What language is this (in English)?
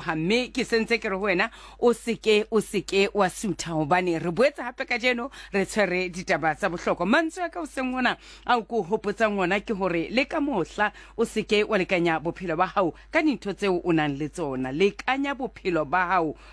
Southern Sotho